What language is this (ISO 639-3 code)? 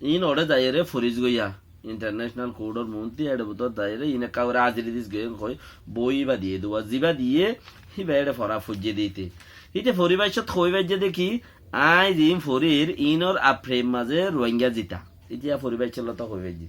rhg